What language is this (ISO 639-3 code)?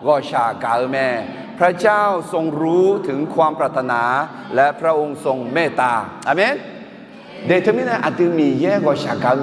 ahk